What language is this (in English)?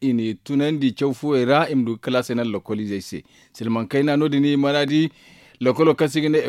Zarma